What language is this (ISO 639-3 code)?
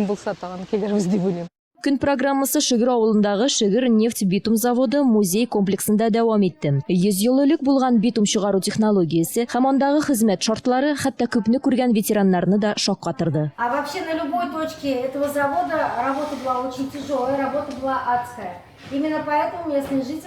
tat